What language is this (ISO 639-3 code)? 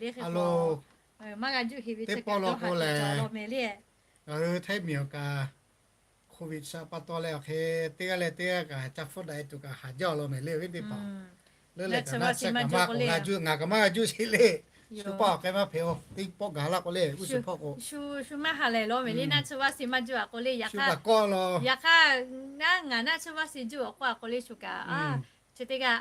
lhu